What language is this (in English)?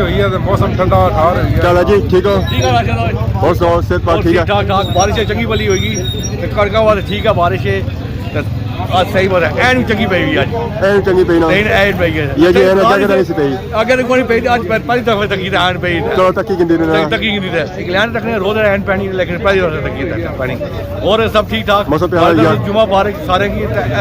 Pahari-Potwari